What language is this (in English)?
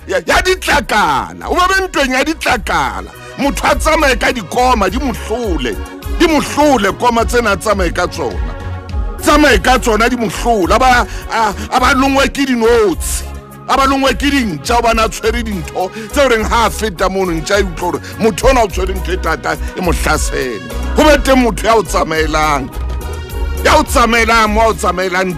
Southern Sotho